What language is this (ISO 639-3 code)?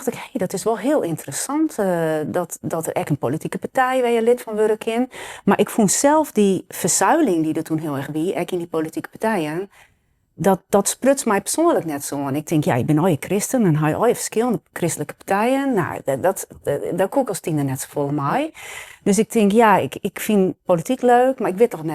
fry